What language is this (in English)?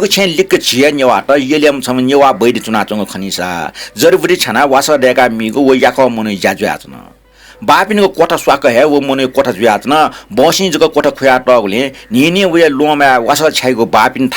Newari